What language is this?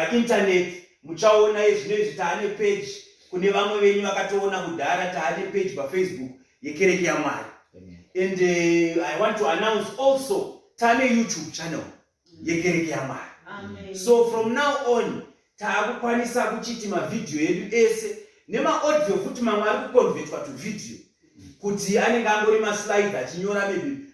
Shona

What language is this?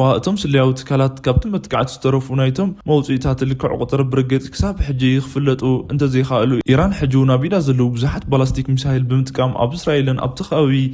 Tigrinya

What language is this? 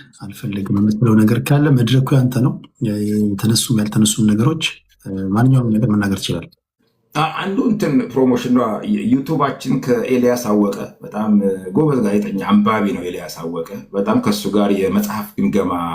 Amharic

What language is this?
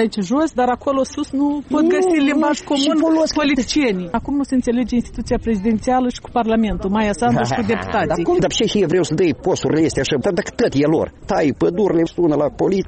Romanian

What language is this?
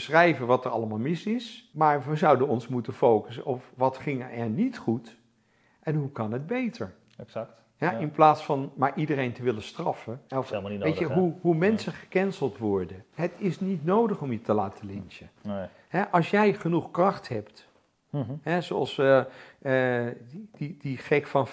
Dutch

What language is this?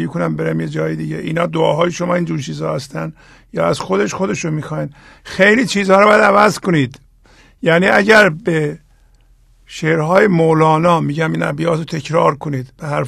Persian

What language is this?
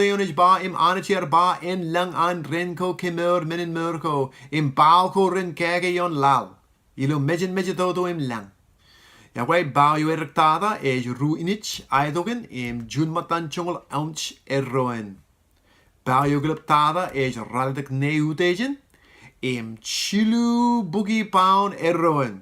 Marshallese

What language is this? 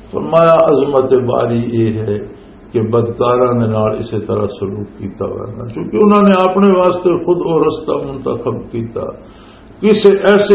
Western Panjabi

